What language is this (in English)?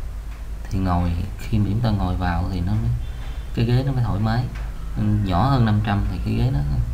Vietnamese